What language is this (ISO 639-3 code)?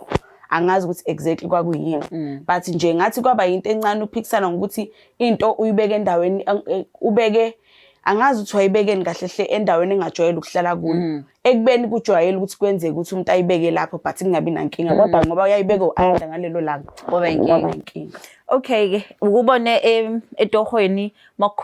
zul